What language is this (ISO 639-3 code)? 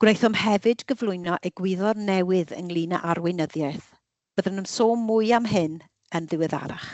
cym